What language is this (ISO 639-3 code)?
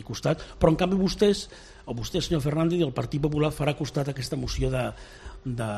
cat